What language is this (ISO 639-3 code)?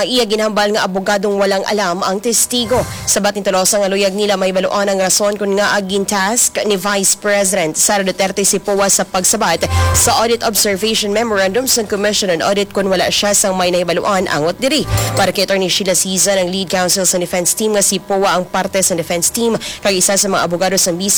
hil